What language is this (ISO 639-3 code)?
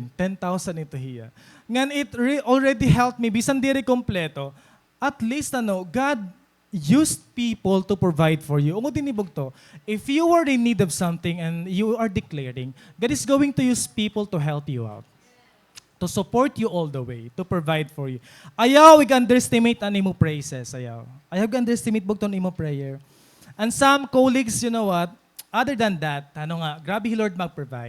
war